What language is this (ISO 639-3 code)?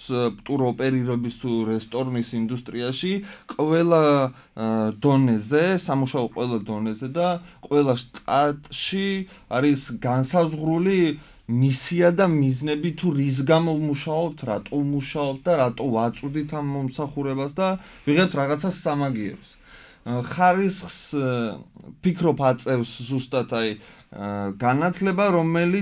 kat